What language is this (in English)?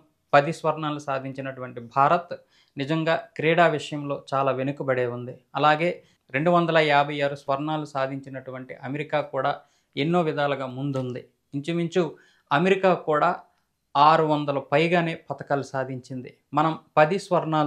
Telugu